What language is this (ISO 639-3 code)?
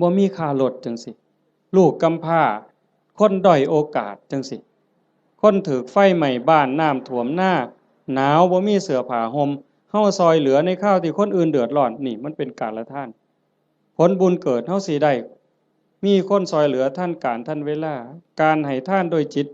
tts